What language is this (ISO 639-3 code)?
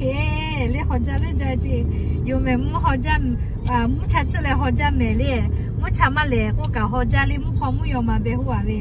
lhu